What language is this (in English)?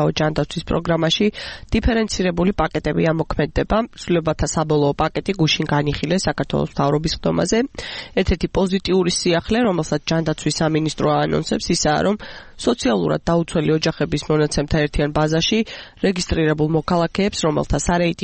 Georgian